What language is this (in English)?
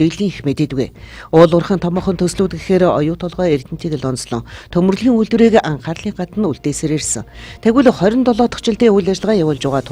Mongolian